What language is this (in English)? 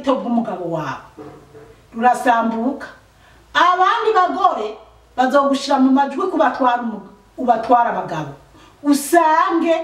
Rundi